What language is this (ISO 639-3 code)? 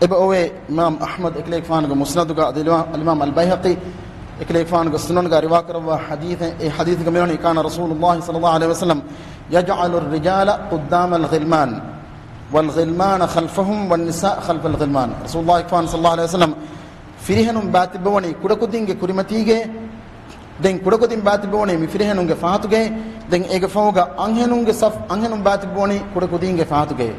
div